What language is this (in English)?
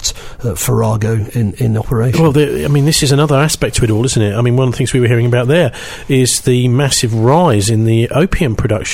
English